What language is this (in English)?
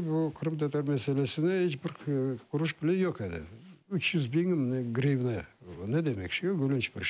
Crimean Tatar